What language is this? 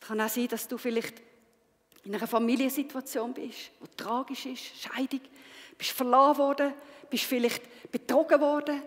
Swiss German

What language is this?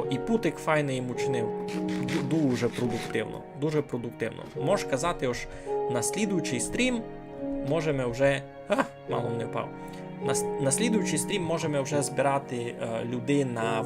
Rusyn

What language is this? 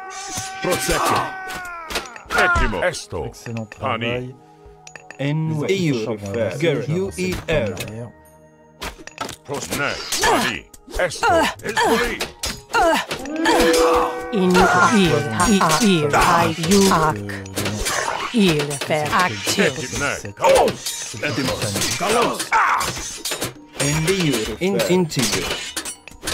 French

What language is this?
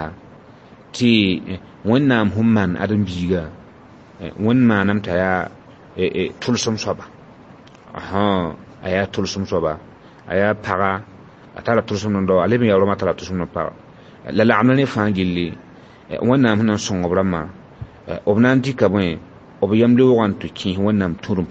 Mossi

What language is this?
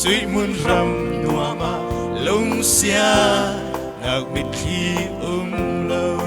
Falam Chin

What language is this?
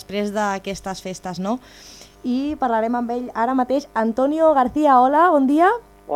Catalan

